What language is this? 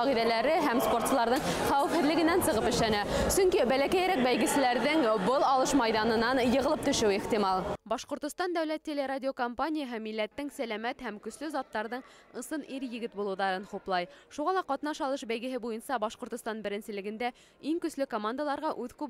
Bashkir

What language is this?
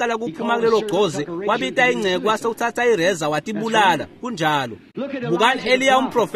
Swati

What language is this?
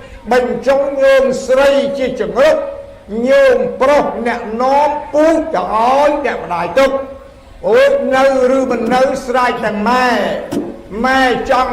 Khmer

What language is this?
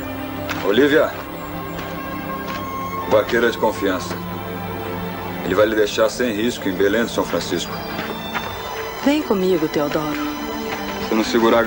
Portuguese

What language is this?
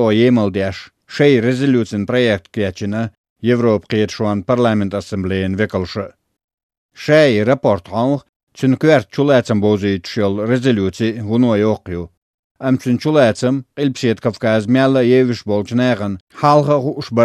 Chechen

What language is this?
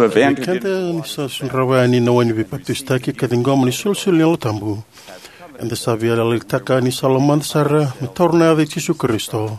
Fijian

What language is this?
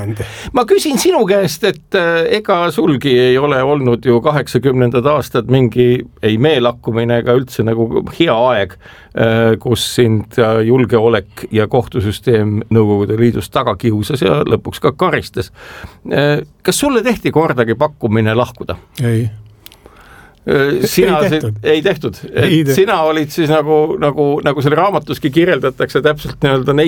Estonian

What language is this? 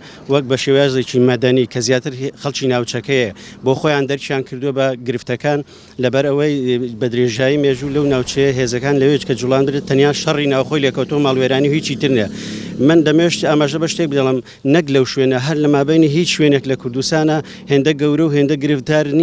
Central Kurdish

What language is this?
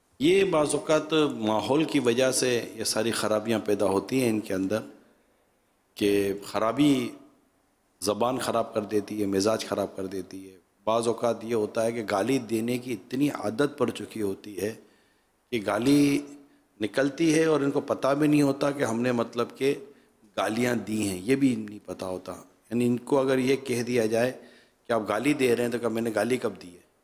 Urdu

